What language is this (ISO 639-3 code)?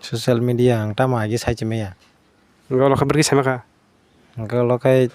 trp